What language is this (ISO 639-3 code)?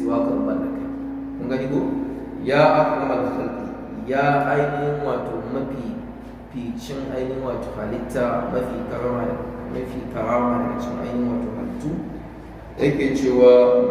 hau